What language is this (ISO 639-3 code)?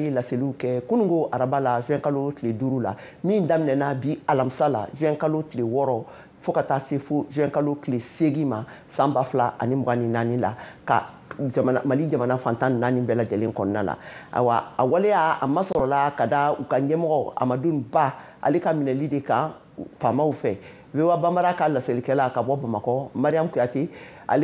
bam